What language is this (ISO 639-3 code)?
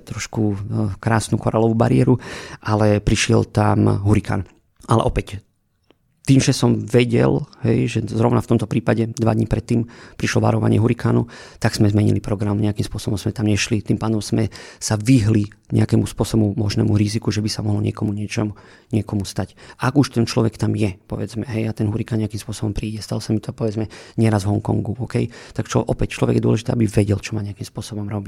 slk